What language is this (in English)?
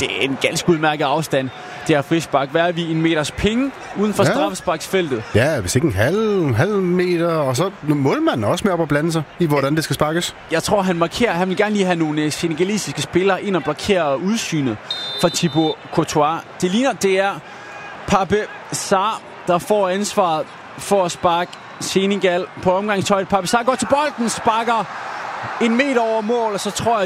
Danish